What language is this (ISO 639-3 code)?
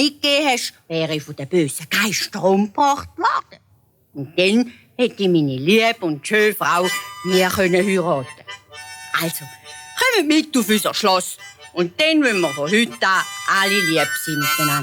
gsw